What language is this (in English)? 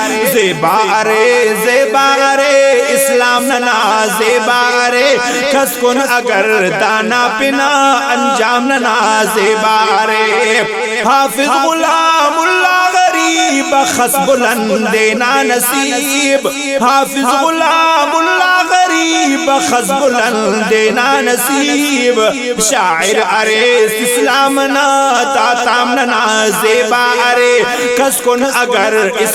Brahui